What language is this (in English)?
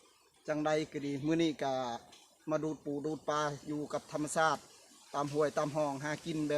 Northeastern Thai